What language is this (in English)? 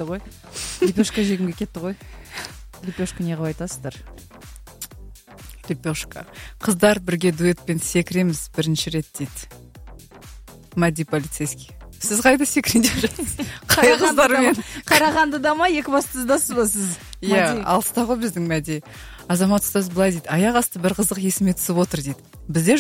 Kazakh